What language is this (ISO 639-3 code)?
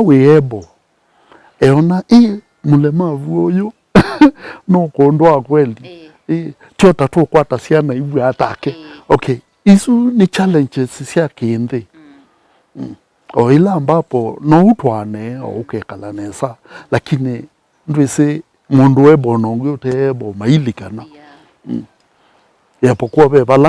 kam